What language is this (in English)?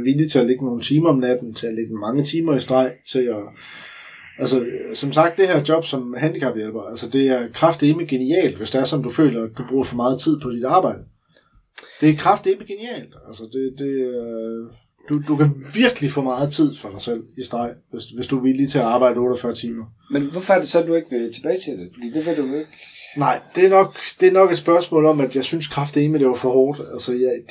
Danish